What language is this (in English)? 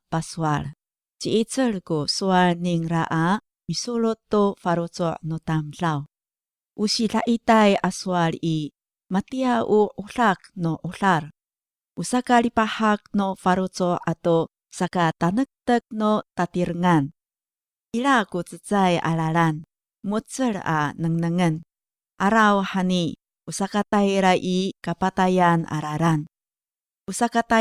Amis